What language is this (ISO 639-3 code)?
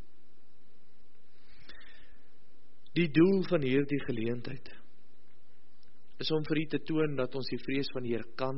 afr